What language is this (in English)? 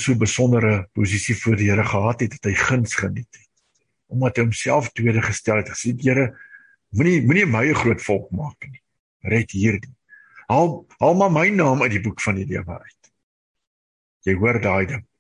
Afrikaans